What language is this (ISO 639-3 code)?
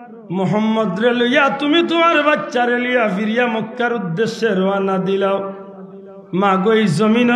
syl